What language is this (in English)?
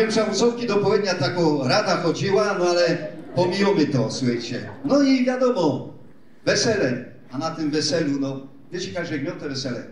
Silesian